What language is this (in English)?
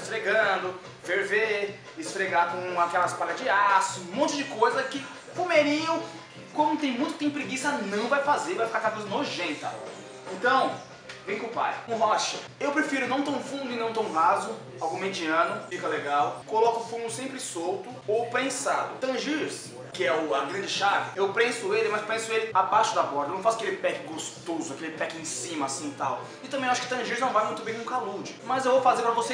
Portuguese